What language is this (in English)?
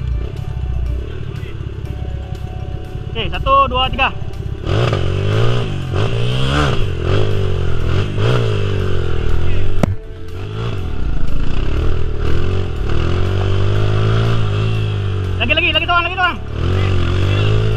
Malay